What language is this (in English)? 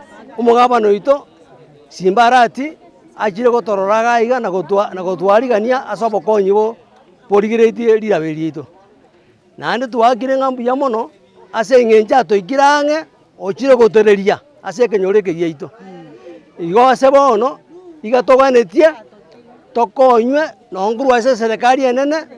Gusii